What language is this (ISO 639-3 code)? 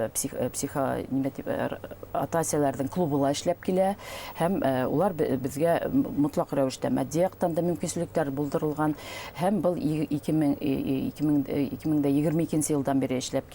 bak